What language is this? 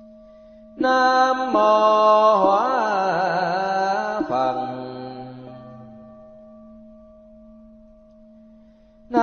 Vietnamese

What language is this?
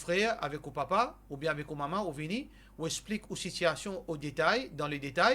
Morisyen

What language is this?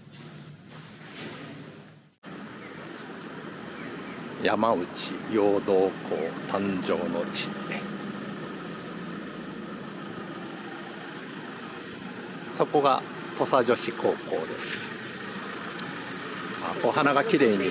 Japanese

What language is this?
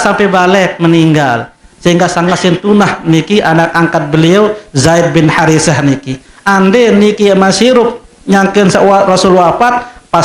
Sasak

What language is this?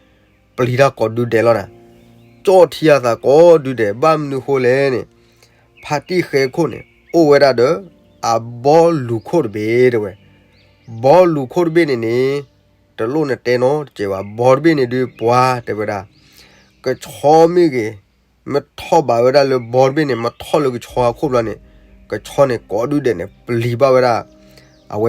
S'gaw Karen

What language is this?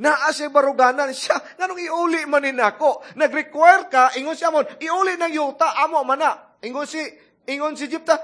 Cebuano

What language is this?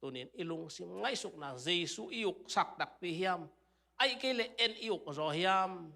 Tedim Chin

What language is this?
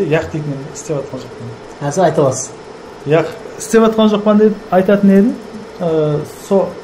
Kara-Kalpak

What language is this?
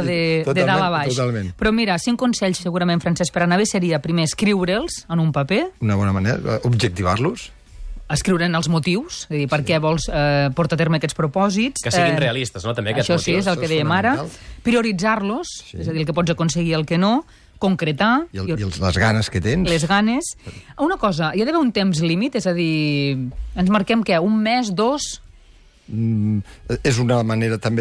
Catalan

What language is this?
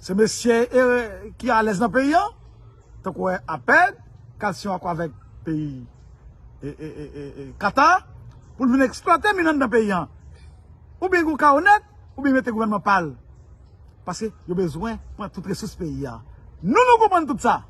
Haitian Creole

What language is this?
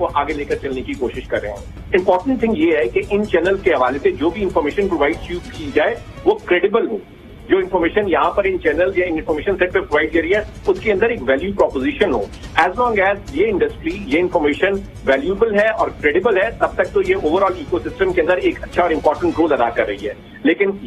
Urdu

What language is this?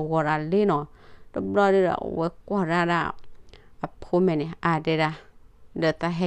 S'gaw Karen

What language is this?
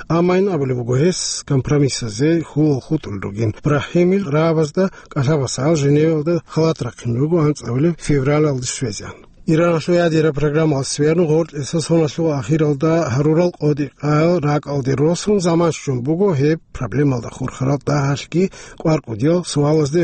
Avaric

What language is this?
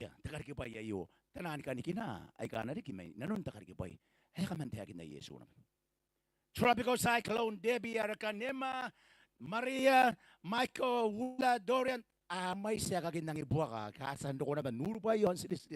Gilbertese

